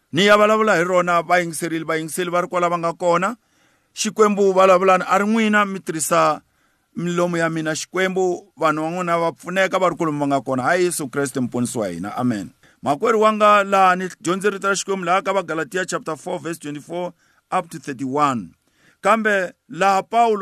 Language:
Tsonga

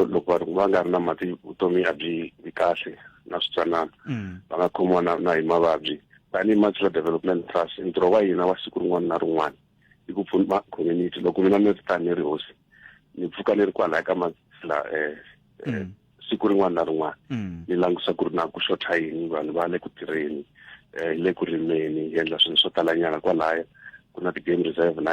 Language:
Tsonga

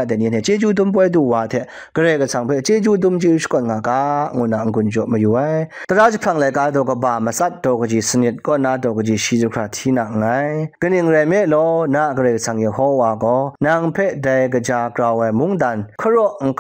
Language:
Kachin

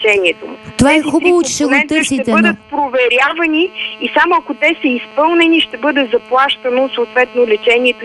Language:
Bulgarian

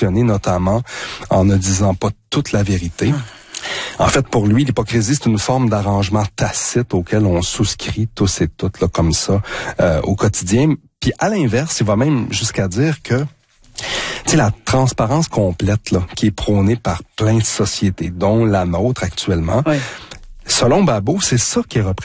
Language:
French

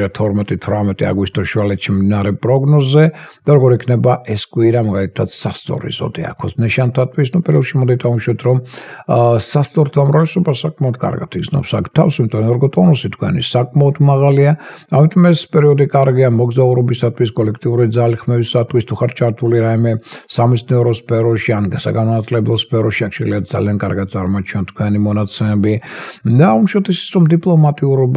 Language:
Georgian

